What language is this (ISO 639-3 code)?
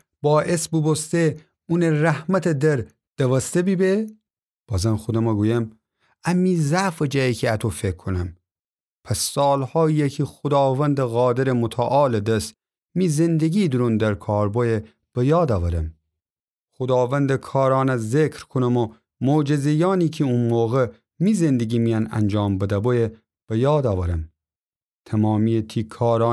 glk